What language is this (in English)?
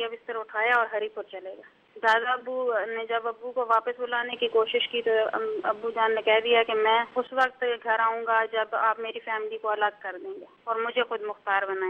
Urdu